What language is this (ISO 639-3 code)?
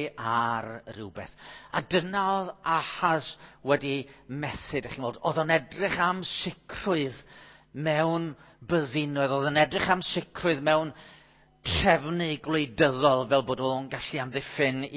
cym